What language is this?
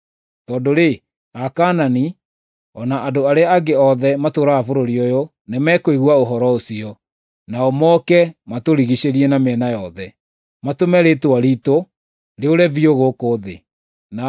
Kikuyu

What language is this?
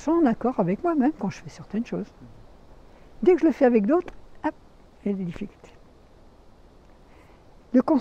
French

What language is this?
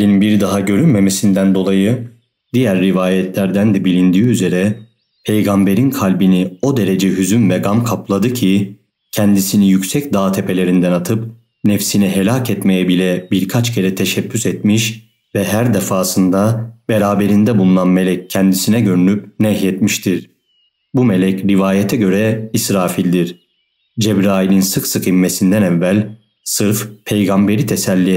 Turkish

